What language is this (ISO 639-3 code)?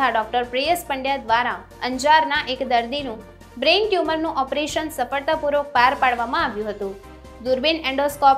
guj